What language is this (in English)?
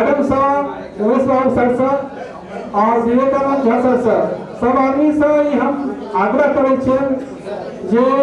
Maithili